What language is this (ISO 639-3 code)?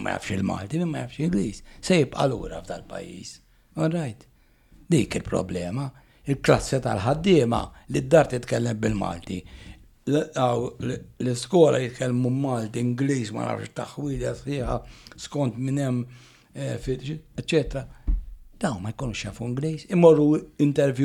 mlt